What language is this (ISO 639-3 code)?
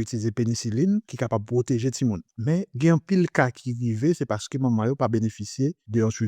hat